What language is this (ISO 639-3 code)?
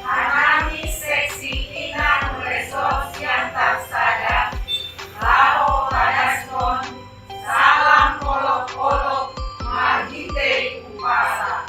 bts